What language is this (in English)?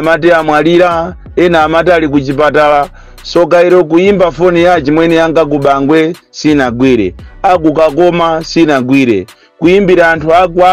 Nyanja